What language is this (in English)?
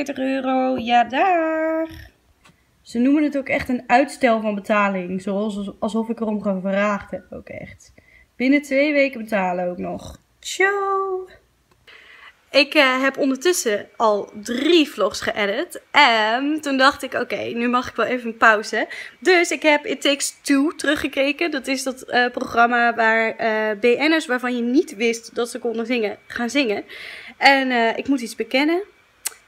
Dutch